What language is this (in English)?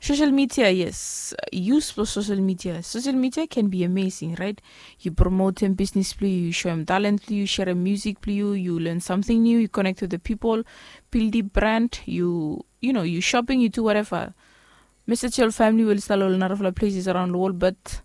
Bislama